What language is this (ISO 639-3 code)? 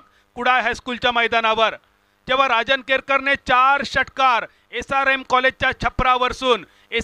mar